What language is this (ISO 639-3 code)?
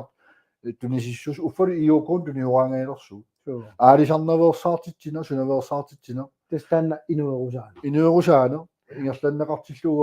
kal